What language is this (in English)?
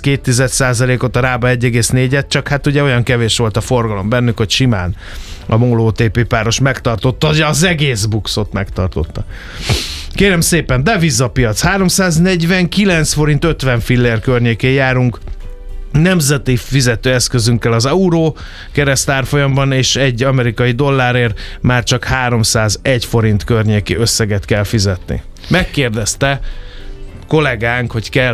Hungarian